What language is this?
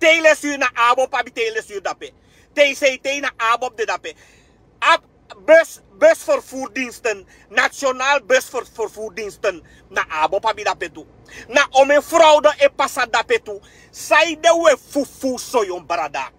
Sranan Tongo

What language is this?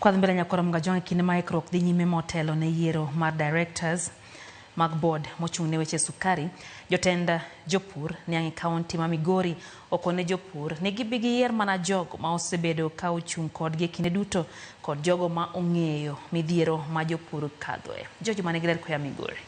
Luo (Kenya and Tanzania)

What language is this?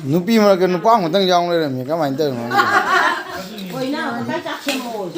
Manipuri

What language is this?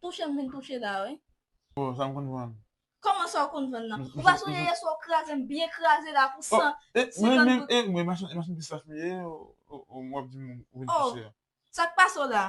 Haitian Creole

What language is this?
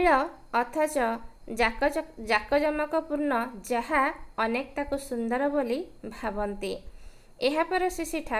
Odia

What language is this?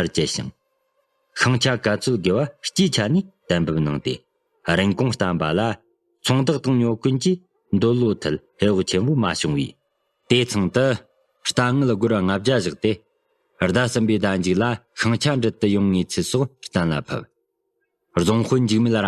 Tibetan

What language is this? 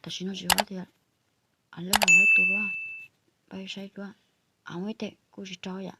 Hmong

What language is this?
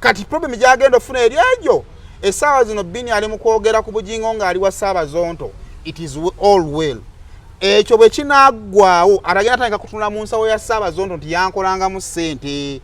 Ganda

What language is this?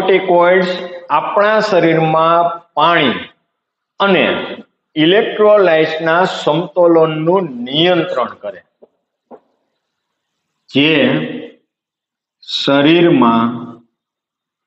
Gujarati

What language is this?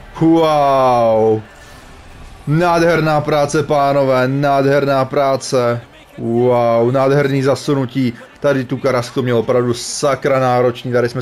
Czech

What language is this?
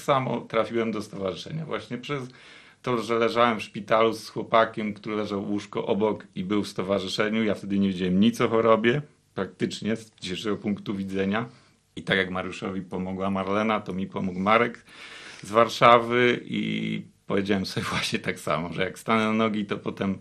Polish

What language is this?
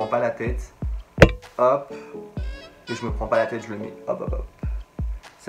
French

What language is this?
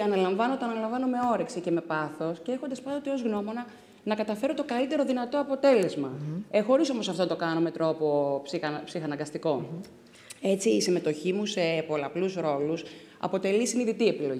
Greek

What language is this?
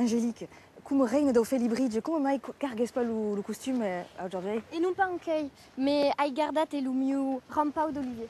Occitan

